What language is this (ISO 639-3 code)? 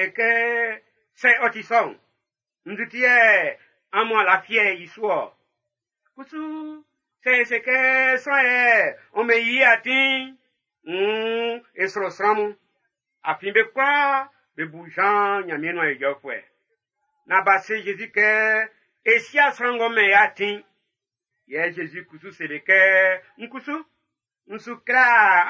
bci